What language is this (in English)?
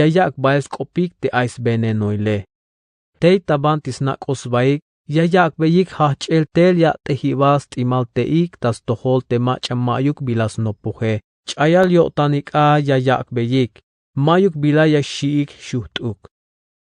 Tzeltal